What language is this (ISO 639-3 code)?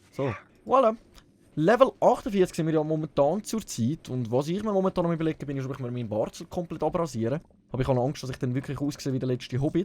gsw